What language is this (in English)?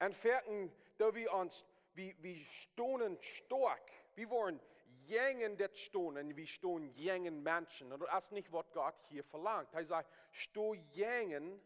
Plautdietsch